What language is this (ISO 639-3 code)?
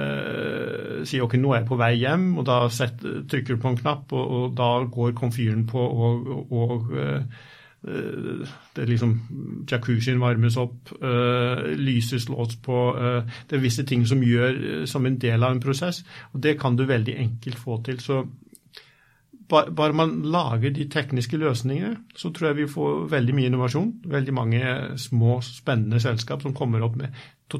nor